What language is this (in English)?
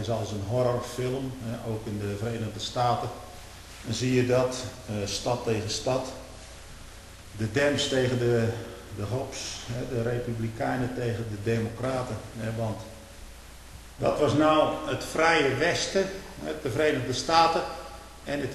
Dutch